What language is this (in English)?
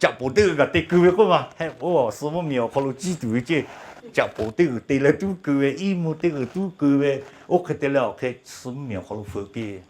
Lahu